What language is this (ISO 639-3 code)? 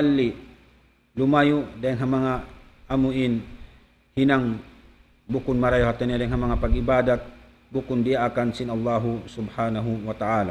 tsg